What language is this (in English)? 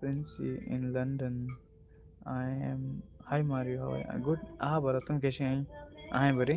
Konkani